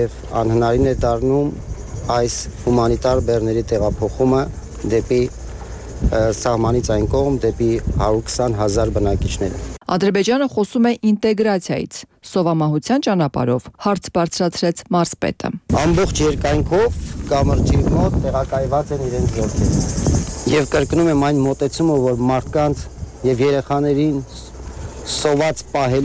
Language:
Armenian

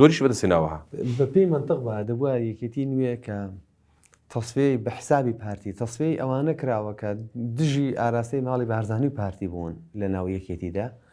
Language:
Central Kurdish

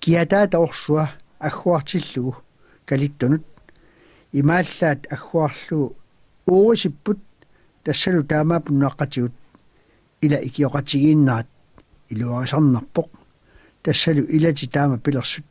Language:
Kalaallisut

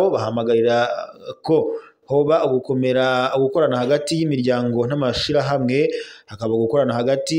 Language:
Rundi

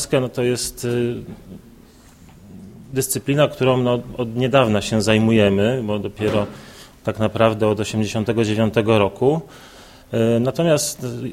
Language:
Polish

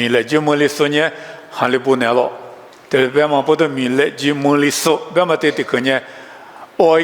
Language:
Lisu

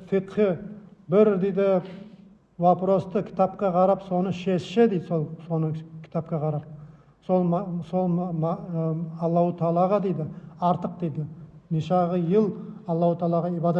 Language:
Nogai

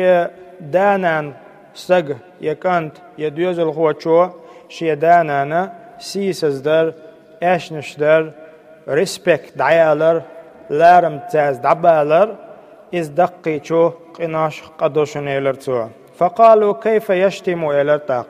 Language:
Chechen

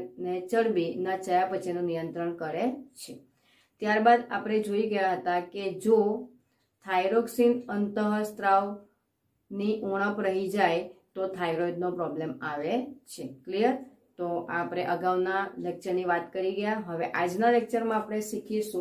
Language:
Gujarati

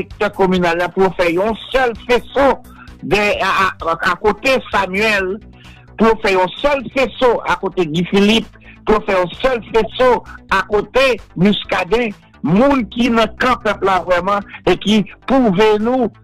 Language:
Haitian Creole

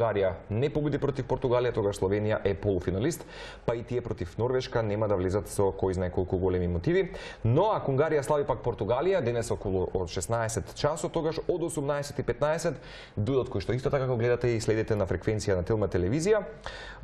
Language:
Macedonian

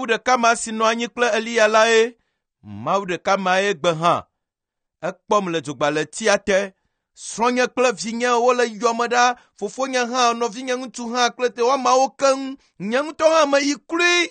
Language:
Ewe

